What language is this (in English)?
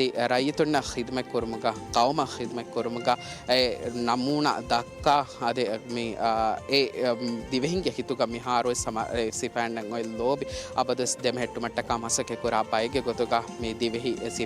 Divehi